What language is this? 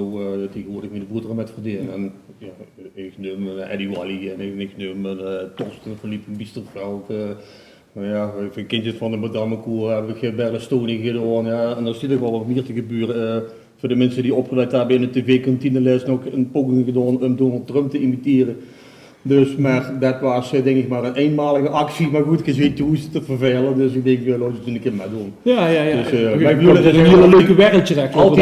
Limburgish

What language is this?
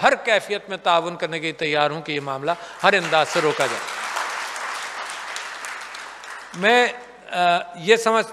Urdu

